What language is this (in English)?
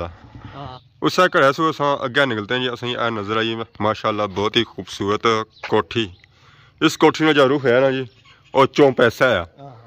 Pahari-Potwari